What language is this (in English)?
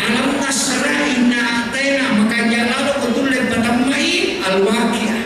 Buginese